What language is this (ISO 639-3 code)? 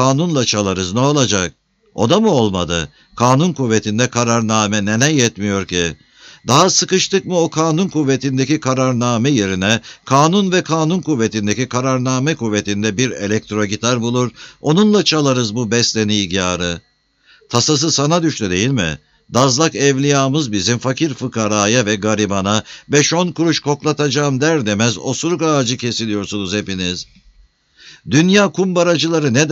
tur